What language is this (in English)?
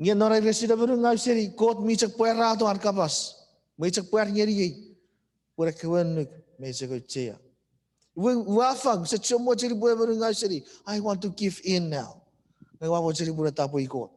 Chuukese